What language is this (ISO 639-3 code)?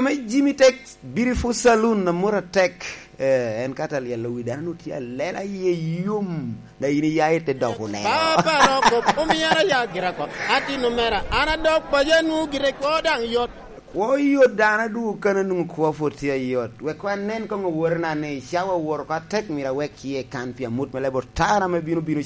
laj